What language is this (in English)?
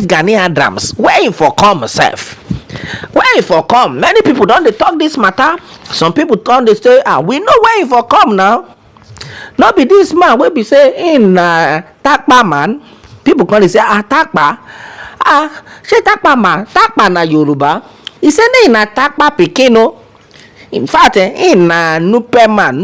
Nigerian Pidgin